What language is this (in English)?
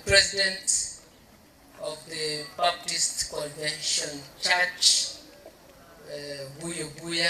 Gusii